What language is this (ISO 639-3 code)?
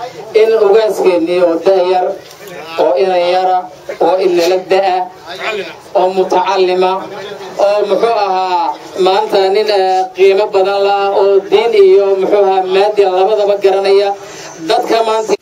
som